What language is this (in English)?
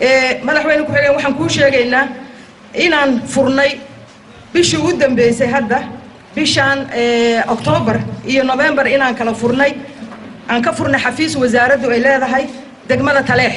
Somali